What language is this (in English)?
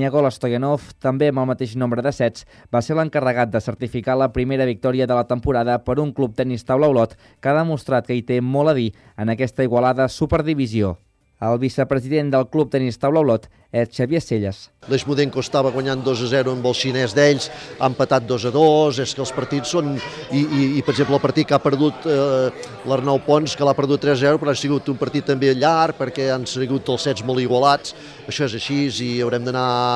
Catalan